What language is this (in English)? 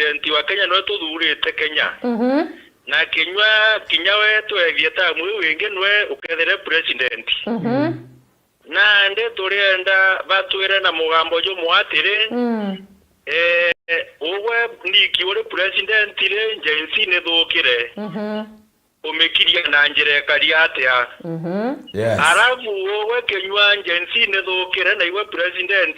Meru